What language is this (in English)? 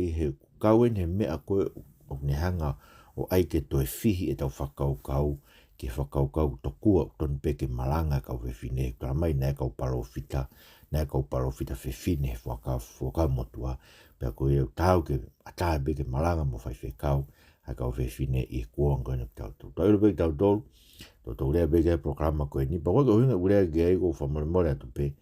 Tongan